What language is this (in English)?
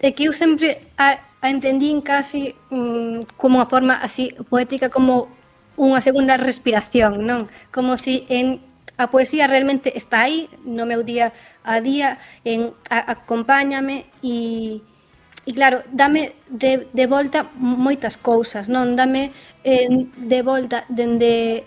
Galician